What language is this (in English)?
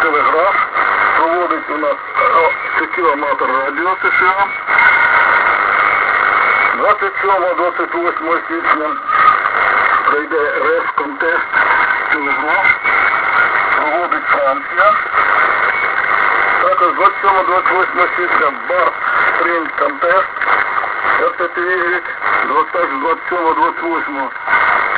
Ukrainian